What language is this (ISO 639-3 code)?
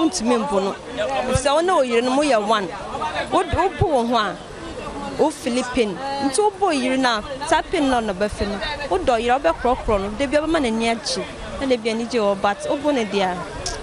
aka